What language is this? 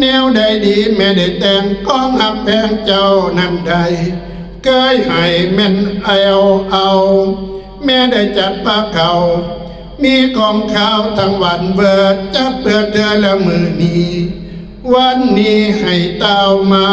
Northeastern Thai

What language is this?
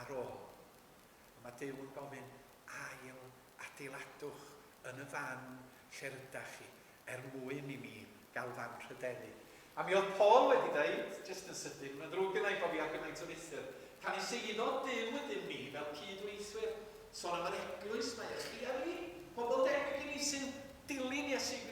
Welsh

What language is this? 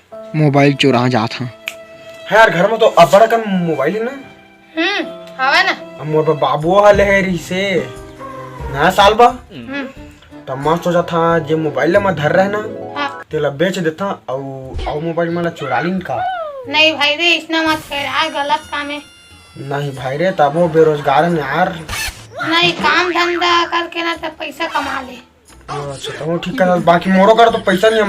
Chhattisgarhi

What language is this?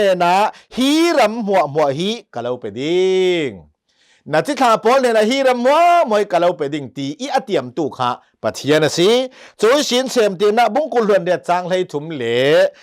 Hakha Chin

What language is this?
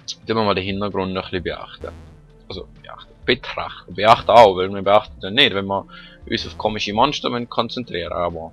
Swiss German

